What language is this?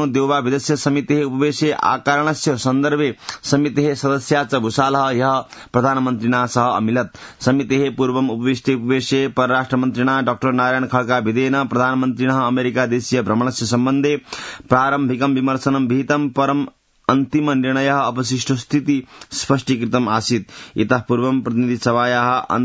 Sanskrit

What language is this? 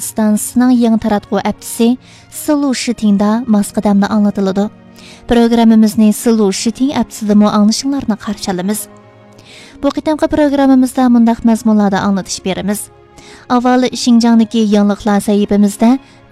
Uyghur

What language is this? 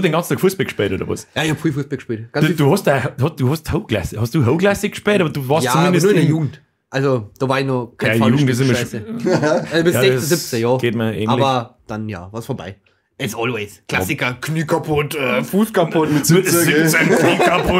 Bavarian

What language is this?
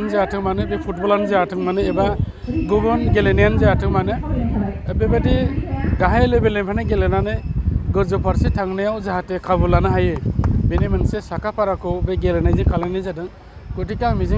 Bodo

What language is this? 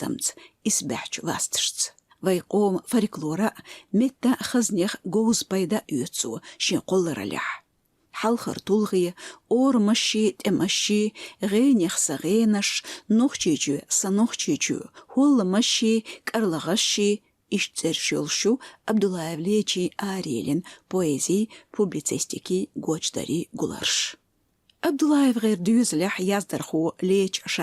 Chechen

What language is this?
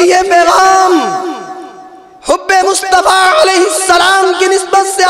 Western Panjabi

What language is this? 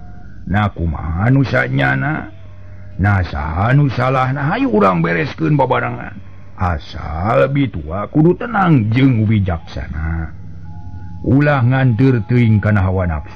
Sundanese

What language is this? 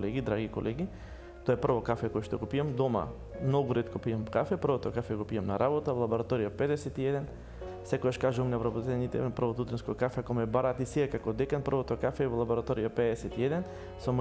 Macedonian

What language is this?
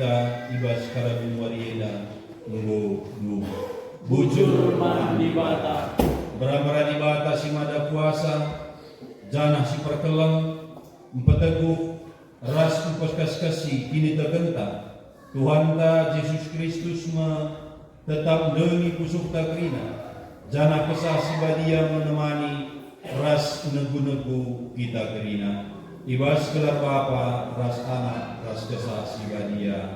Batak Karo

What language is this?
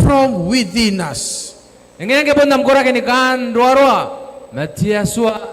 Gilbertese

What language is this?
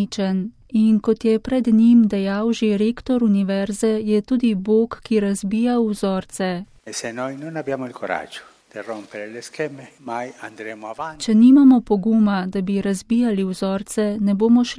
Slovenian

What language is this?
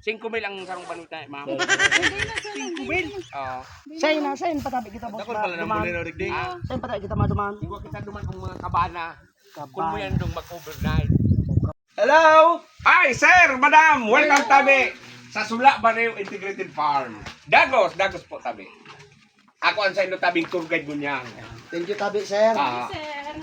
Bikol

